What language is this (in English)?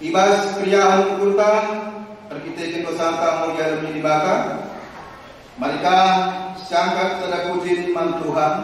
Batak Karo